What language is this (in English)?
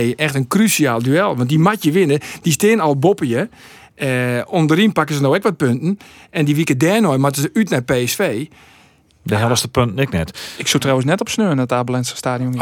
Western Frisian